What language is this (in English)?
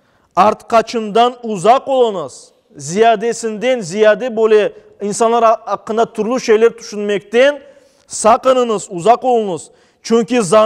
Crimean Tatar